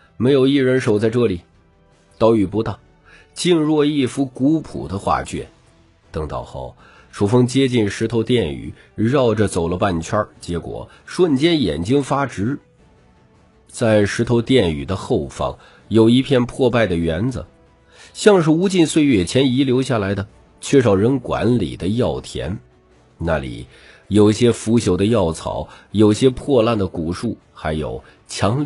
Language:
Chinese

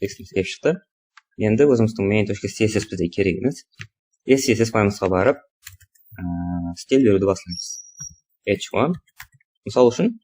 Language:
Kara-Kalpak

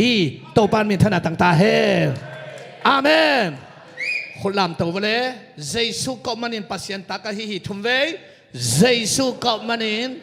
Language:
Tedim Chin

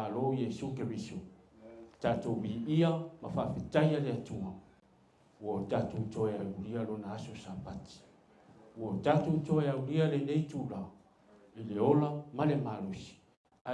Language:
Samoan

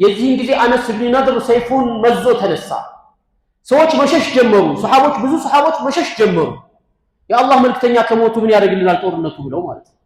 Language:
Amharic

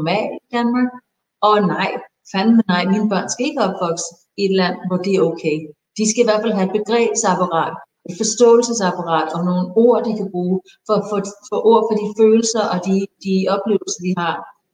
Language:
Danish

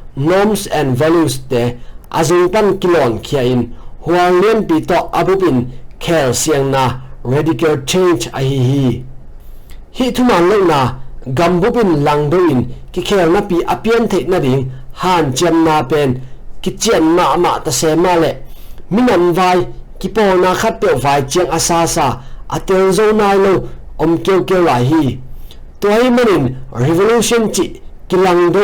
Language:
Tedim Chin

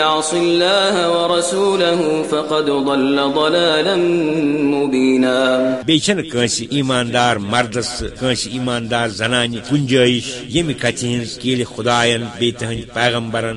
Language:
Kashmiri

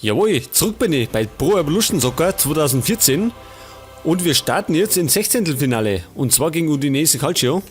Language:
Bavarian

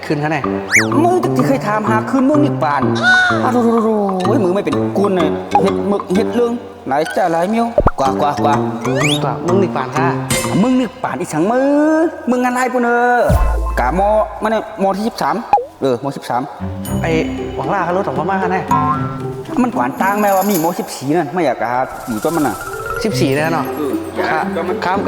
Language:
Shan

